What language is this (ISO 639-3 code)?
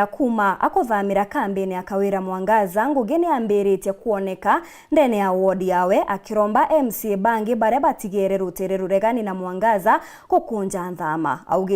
mer